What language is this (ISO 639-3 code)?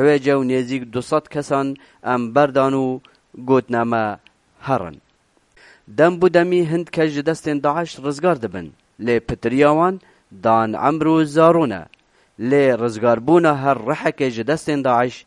kur